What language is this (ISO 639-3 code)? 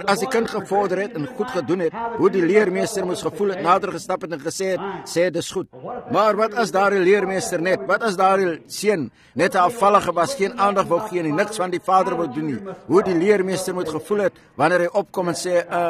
afr